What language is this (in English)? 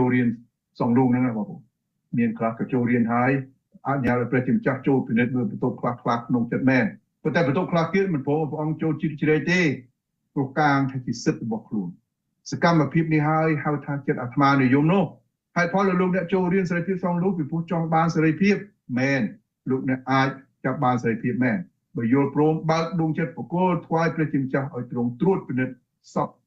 Khmer